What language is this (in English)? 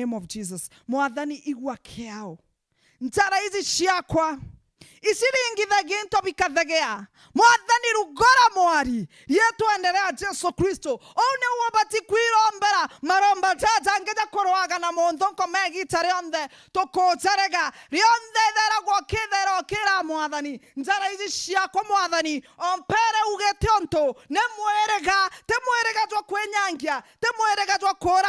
Meru